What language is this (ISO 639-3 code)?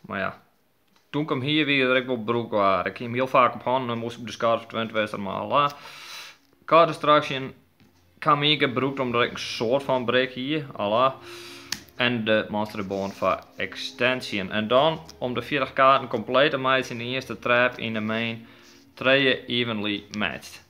fry